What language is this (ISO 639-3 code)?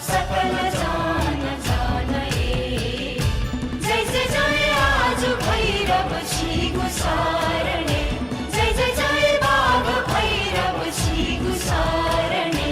new